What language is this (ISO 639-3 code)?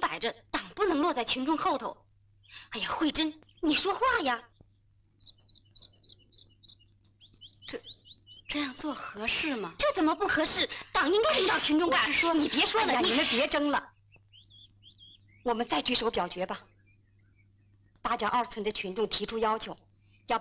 zho